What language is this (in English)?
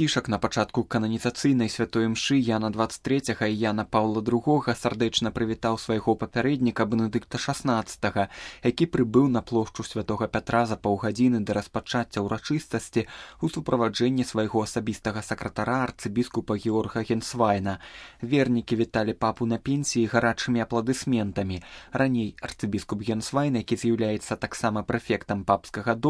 Belarusian